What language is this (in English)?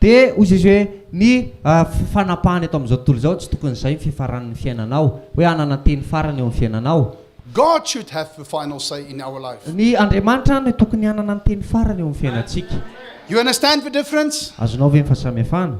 Malagasy